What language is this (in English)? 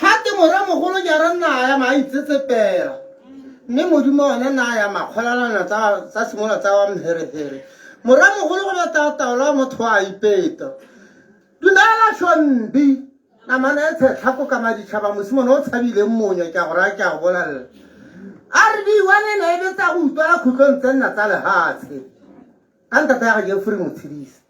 Tswana